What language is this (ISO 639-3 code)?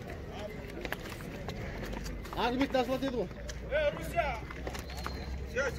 kaz